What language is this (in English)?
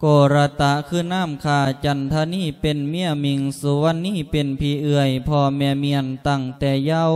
Lao